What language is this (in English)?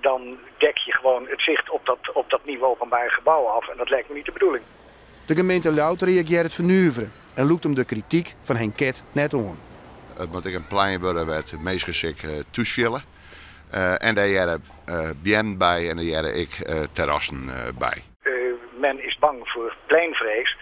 Western Frisian